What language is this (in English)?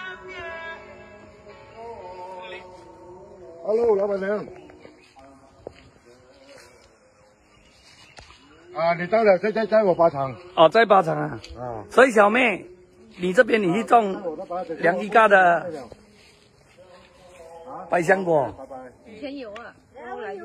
Chinese